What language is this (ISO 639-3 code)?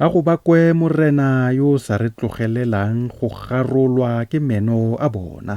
tsn